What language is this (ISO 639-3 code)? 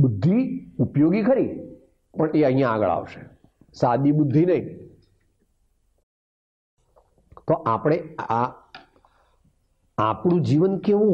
guj